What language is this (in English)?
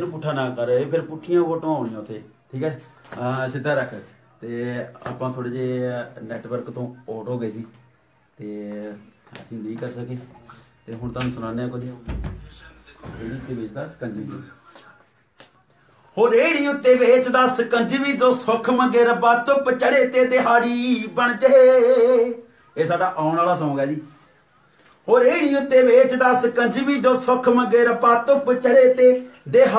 Punjabi